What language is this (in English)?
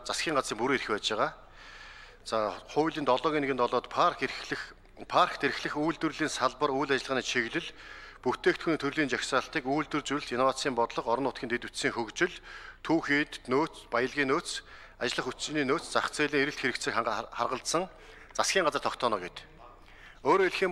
Mongolian